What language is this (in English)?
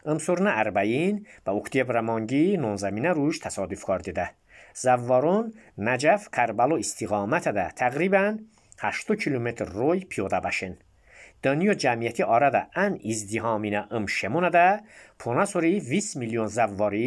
Azerbaijani